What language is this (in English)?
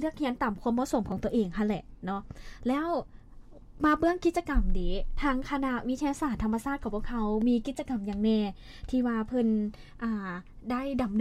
Lao